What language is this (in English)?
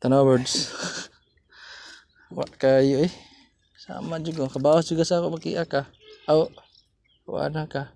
Cebuano